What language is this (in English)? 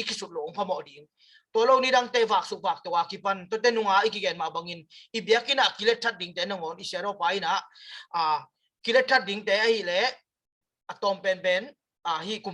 Tedim Chin